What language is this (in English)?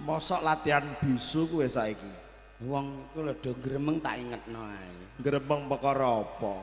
Javanese